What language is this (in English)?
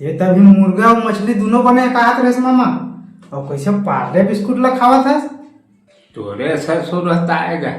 Chhattisgarhi